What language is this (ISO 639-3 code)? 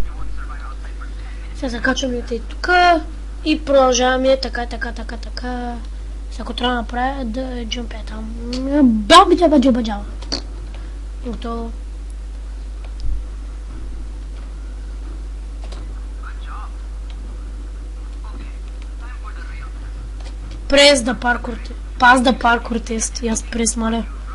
bul